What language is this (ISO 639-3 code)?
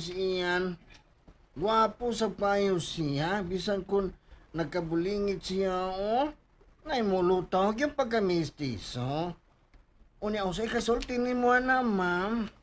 ceb